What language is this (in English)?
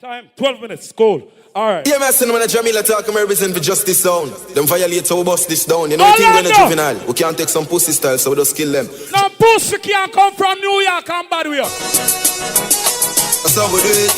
Jamaican Creole English